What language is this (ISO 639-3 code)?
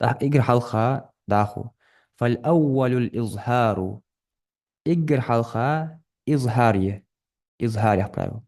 inh